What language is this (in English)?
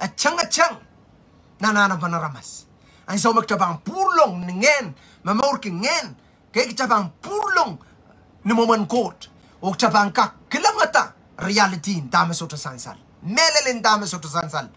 Pohnpeian